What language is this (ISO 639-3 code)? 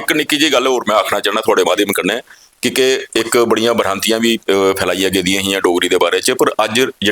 doi